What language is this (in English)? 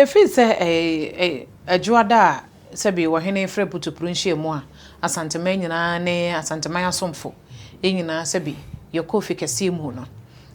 Akan